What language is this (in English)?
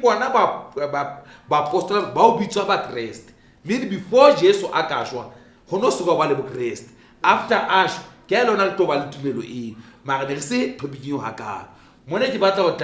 Southern Sotho